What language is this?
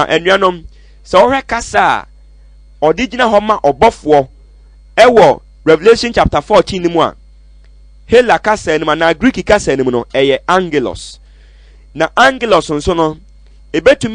Akan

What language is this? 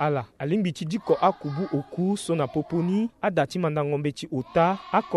Sango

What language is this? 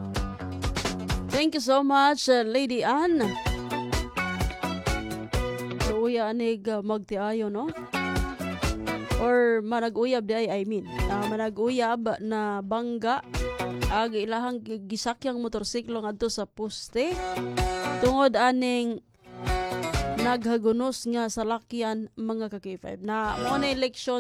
Cebuano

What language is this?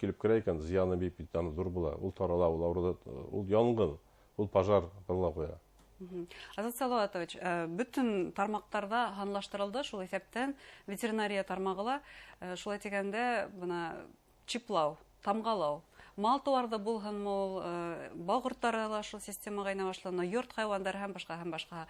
Bashkir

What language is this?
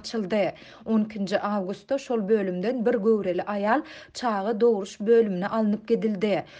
Turkmen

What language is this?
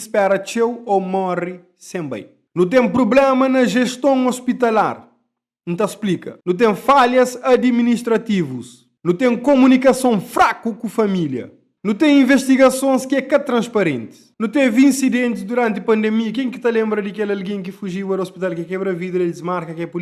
Kabuverdianu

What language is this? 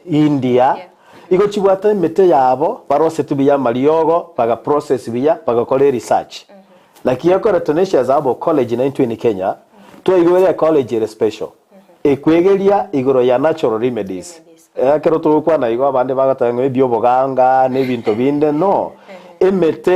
Gusii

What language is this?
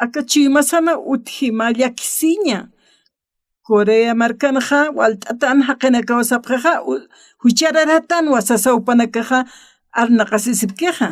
Aymara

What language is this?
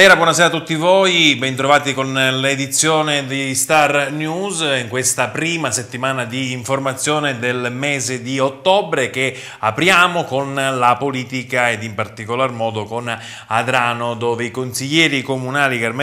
Italian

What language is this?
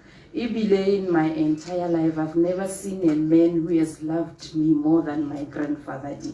Tswana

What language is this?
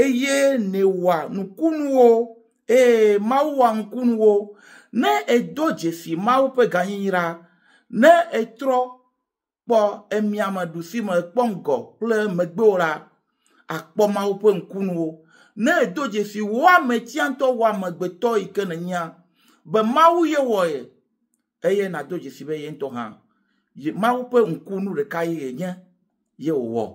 Ewe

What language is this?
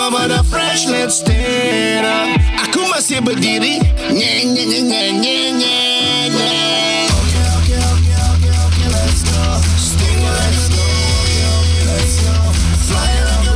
Malay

